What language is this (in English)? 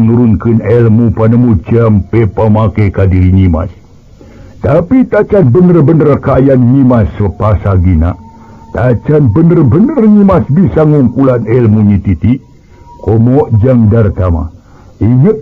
Sundanese